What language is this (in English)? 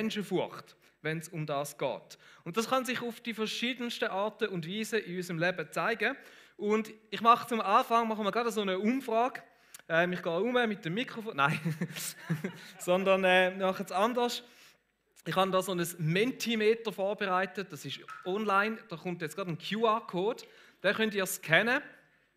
Swiss German